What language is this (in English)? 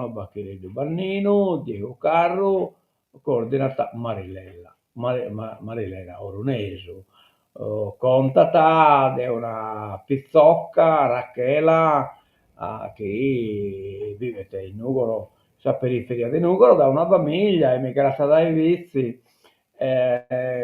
Sardinian